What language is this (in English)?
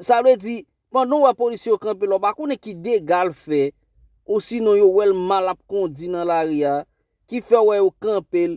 Haitian Creole